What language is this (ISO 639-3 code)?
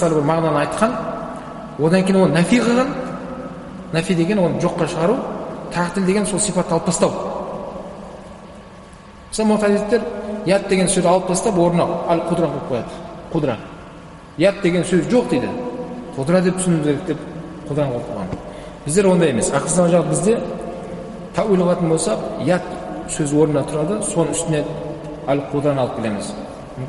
kaz